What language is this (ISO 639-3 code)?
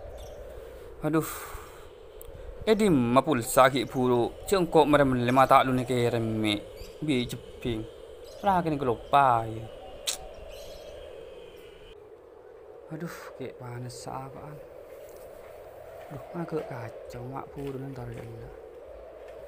mad